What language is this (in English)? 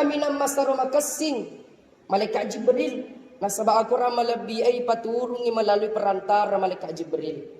Buginese